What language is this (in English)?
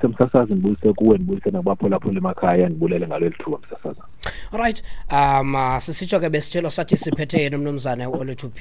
Xhosa